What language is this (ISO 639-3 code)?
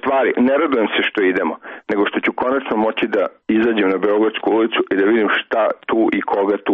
srp